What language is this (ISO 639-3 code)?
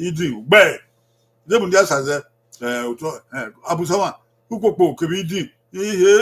bin